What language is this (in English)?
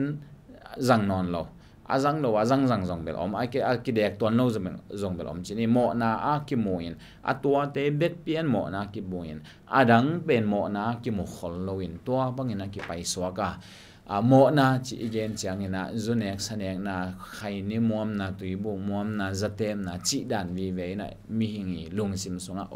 Tedim Chin